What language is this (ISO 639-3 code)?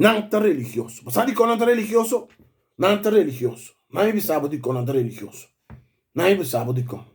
pap